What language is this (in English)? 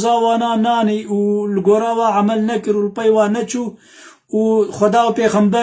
Kurdish